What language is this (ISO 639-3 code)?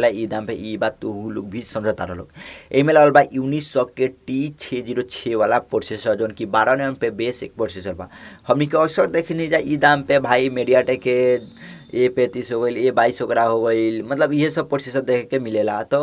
bho